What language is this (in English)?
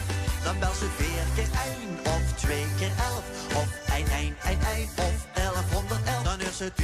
Limburgish